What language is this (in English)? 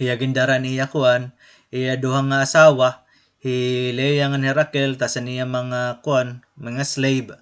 Waray